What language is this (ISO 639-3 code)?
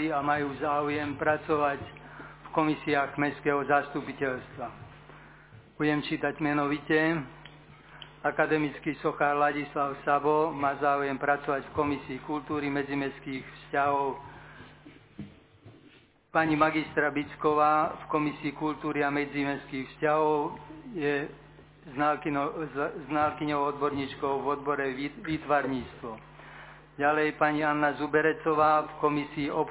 slk